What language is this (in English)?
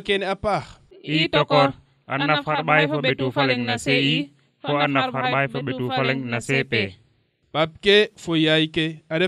Serer